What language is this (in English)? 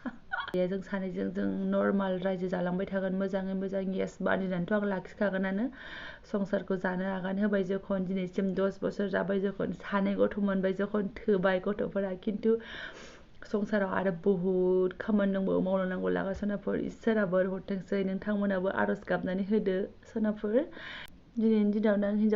Bodo